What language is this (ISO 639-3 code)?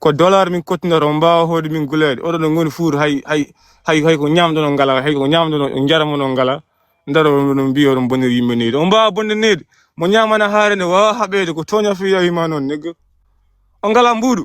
ful